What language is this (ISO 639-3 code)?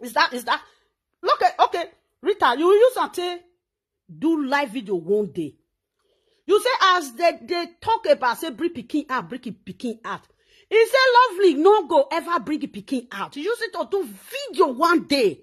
pcm